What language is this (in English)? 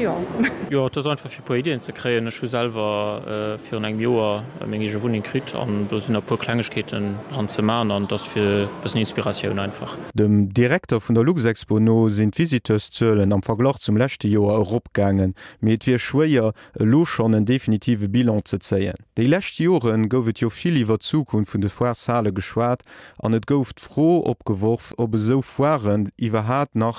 Luxembourgish